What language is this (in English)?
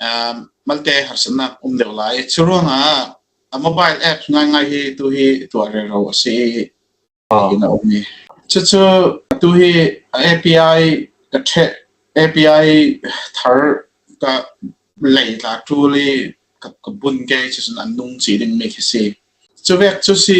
Falam Chin